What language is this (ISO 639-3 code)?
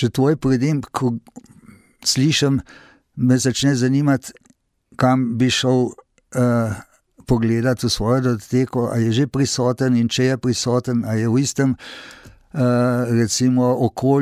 slv